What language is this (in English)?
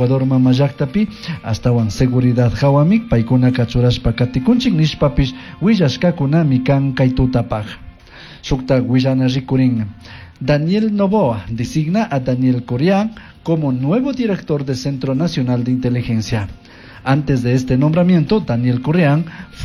Chimborazo Highland Quichua